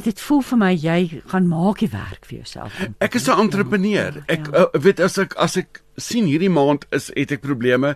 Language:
Afrikaans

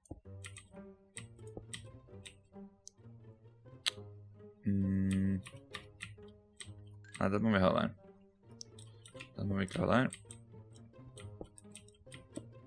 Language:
Norwegian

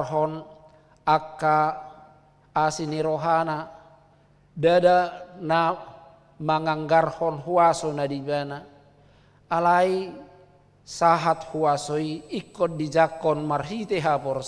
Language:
Batak Toba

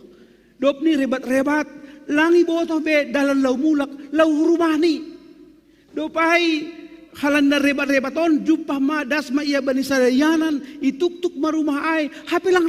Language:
Batak Simalungun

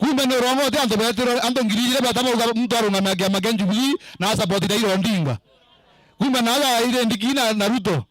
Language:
Meru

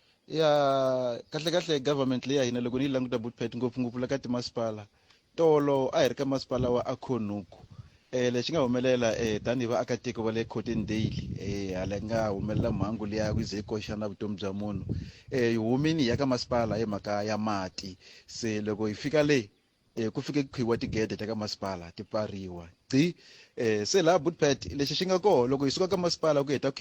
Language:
Tsonga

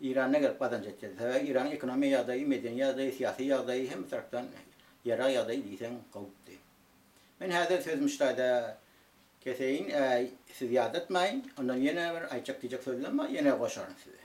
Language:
Turkmen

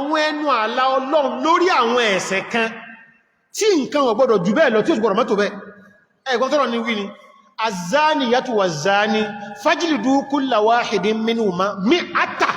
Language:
Yoruba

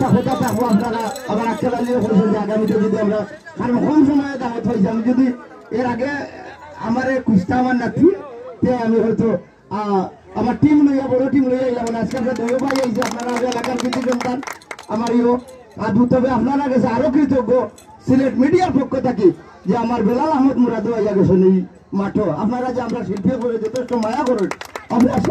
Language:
Sylheti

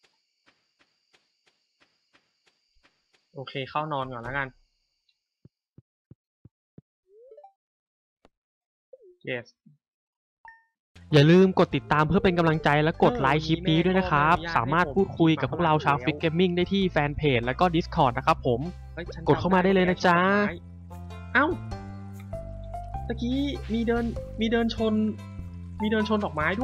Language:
Thai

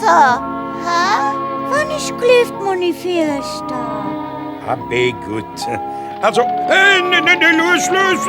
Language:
Luxembourgish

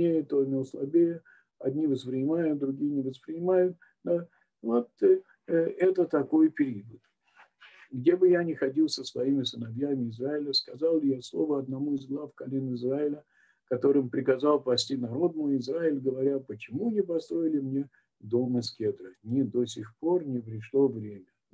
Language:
Russian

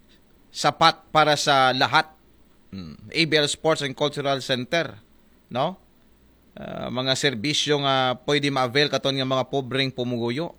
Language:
Aklanon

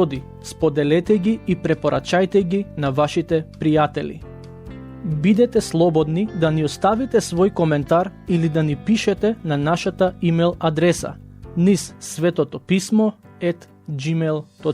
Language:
Macedonian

